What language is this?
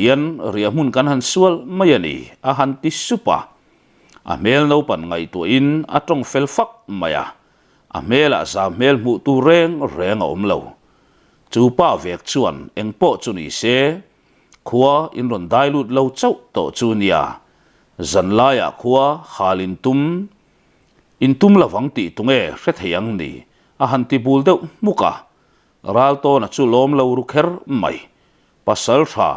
Mizo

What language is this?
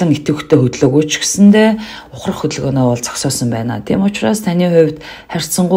Mongolian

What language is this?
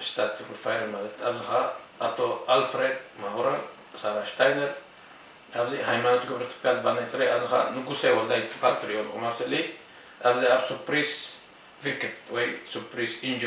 Tigrinya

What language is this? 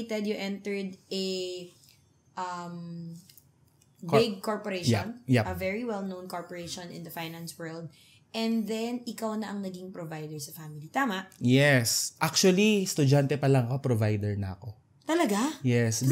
Filipino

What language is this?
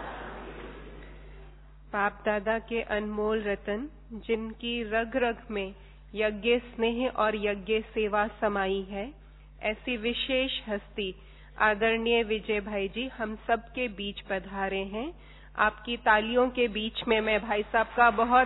Hindi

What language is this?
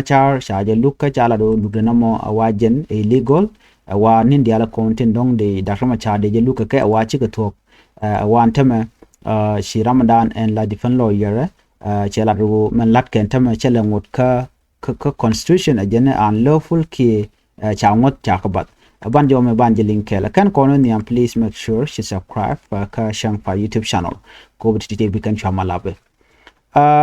Nuer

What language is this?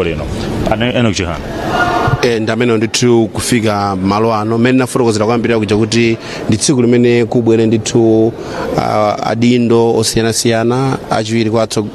Nyanja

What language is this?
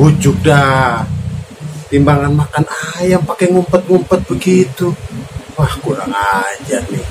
Betawi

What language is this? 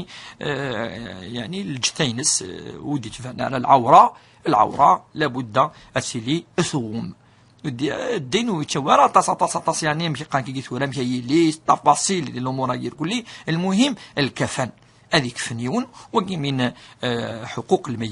Kabyle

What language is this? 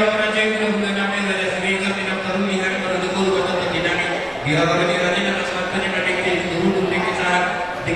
Batak Toba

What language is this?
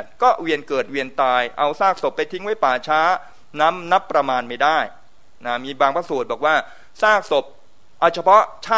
Thai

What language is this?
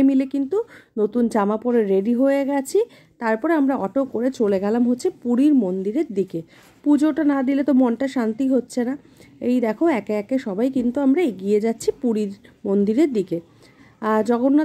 Bangla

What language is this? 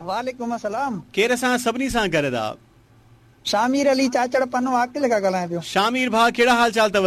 Sindhi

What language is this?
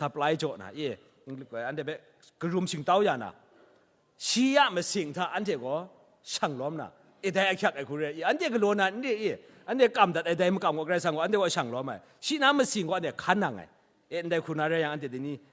Kachin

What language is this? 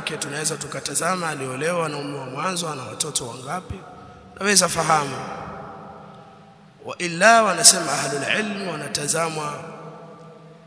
Swahili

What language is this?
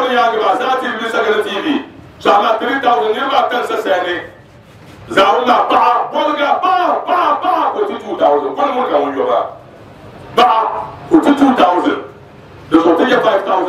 Dagbani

